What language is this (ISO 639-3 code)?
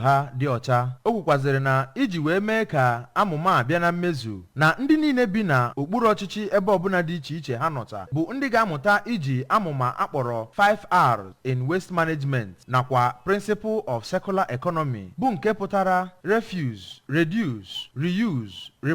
ibo